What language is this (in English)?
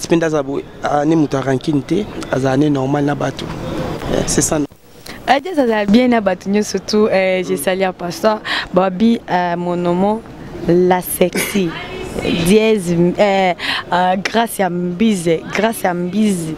Lingala